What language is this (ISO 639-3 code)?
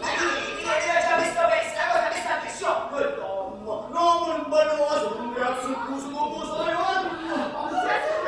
nap